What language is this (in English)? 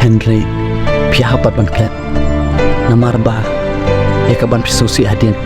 Khasi